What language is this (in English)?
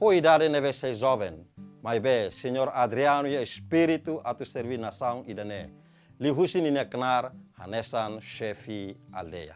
Tetum